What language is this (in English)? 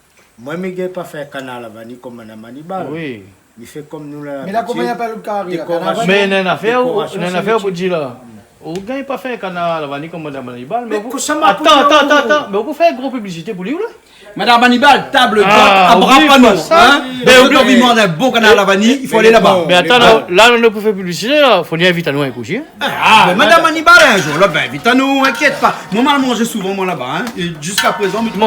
Réunion Creole French